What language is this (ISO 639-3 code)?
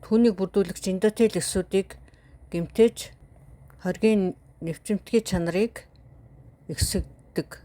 mon